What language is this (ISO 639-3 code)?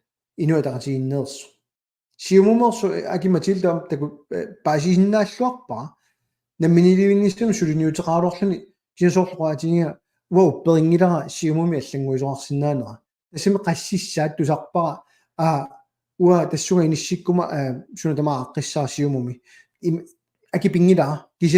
kal